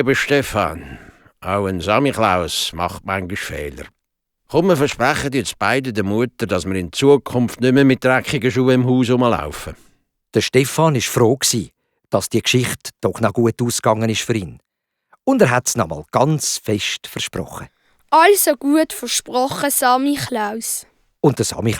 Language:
Swiss German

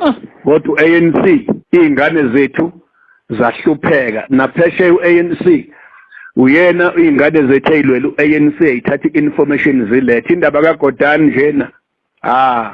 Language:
Zulu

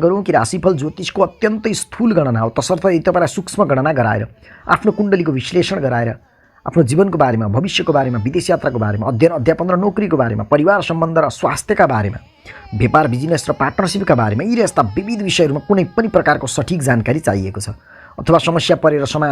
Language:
Nepali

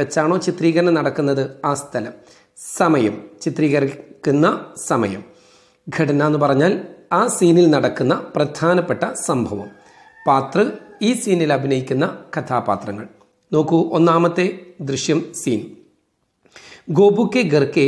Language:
Malayalam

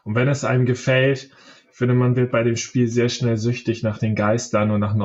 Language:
German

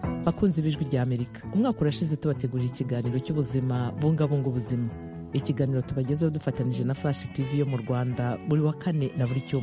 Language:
Kinyarwanda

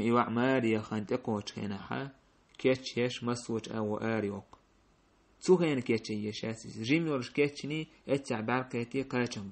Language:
Chechen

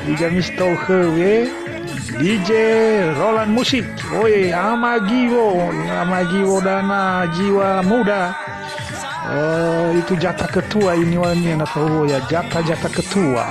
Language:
Nias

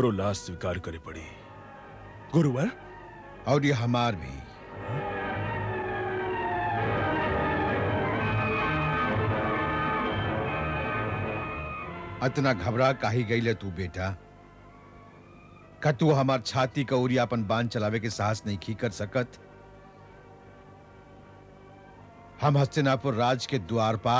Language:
Bhojpuri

